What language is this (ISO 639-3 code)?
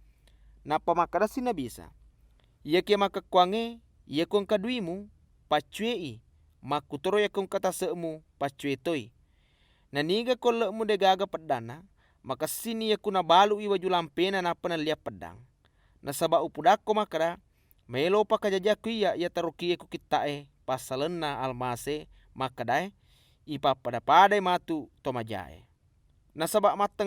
bug